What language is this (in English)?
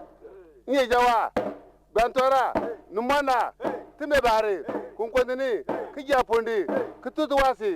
Bimoba